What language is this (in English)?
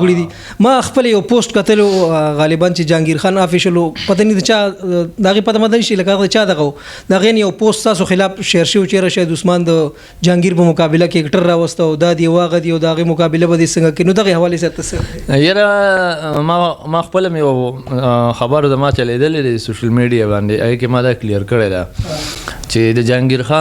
Pashto